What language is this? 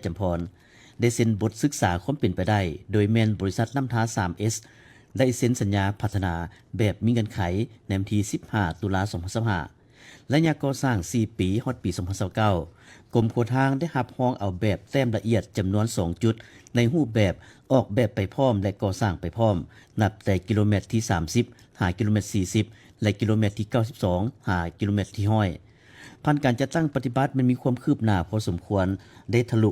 Lao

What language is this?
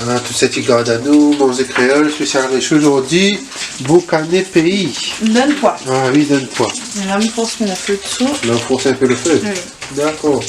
Réunion Creole French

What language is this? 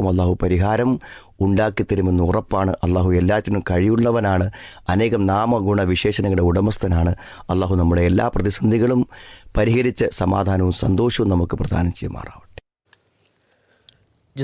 Malayalam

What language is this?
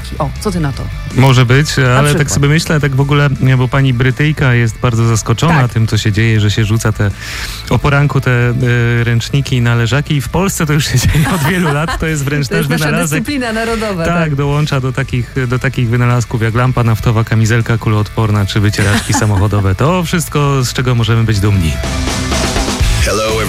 Polish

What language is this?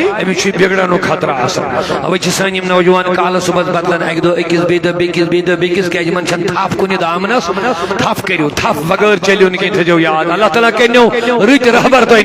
Kashmiri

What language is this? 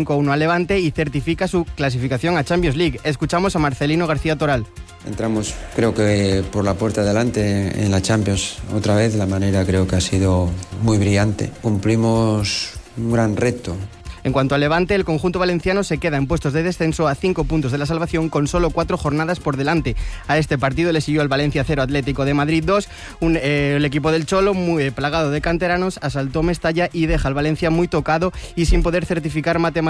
Spanish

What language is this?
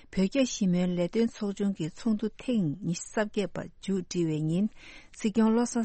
Tibetan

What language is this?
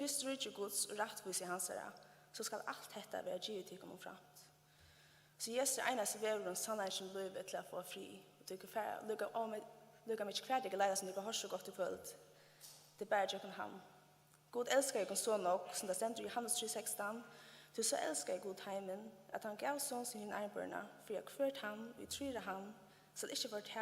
Faroese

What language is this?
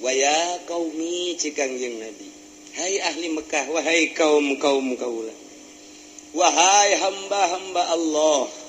Sundanese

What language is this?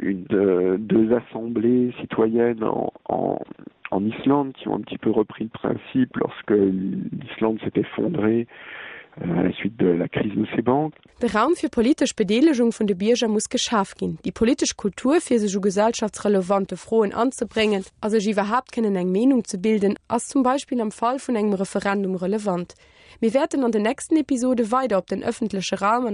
Luxembourgish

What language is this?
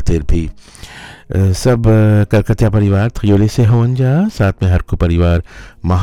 Bhojpuri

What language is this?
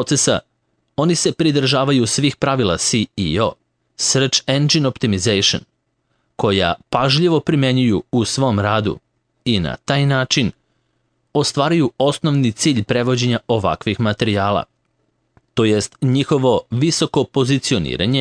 Serbian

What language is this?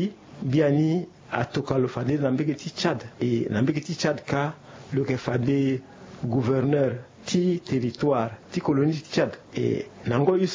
Sango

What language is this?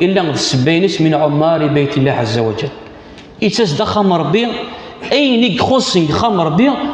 Kabyle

